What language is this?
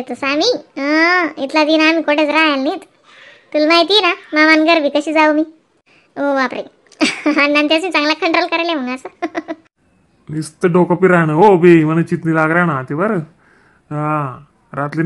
Khandesi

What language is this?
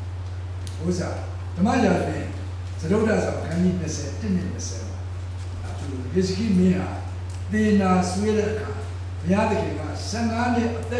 Burmese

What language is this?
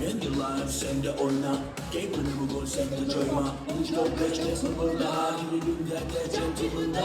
Crimean Tatar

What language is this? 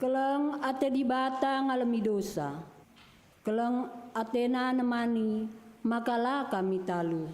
Batak Karo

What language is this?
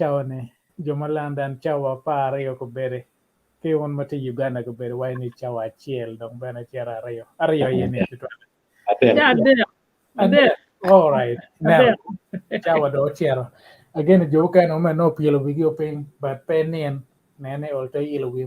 Acoli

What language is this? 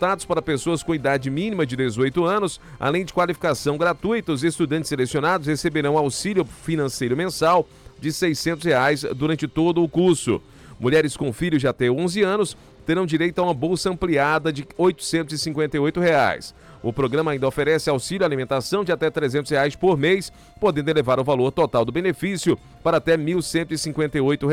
Portuguese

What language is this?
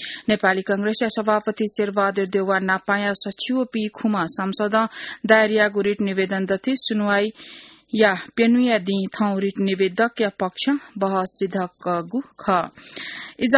Newari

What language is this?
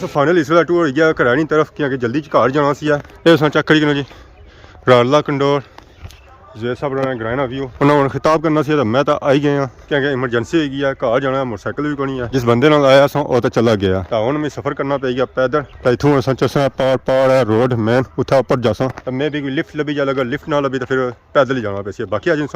Pahari-Potwari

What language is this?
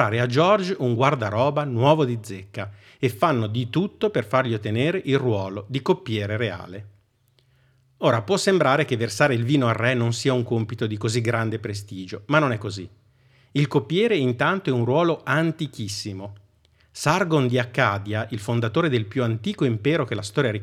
Italian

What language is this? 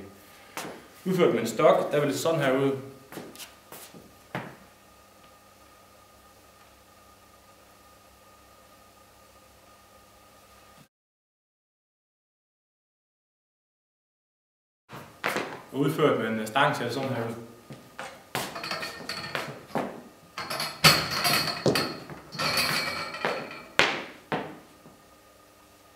Danish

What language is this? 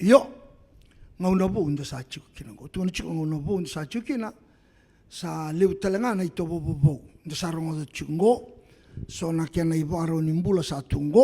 Fijian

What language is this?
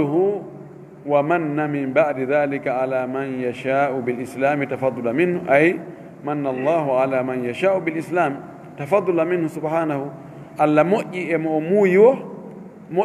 Fula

